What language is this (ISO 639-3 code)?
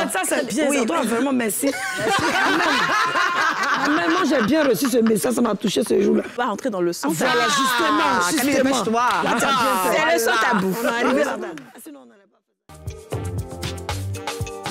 fra